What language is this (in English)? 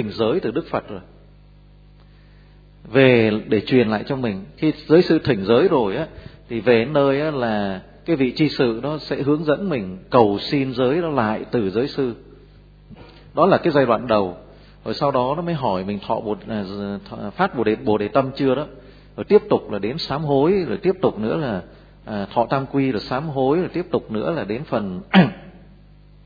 Vietnamese